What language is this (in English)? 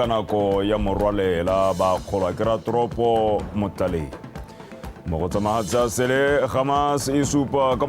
Tswana